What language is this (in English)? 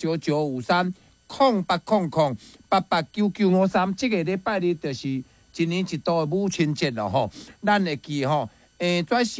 Min Nan Chinese